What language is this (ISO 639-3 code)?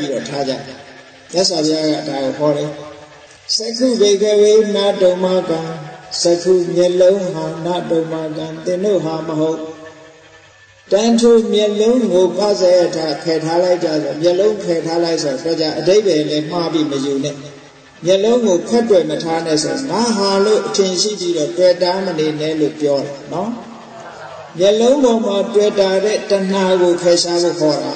mya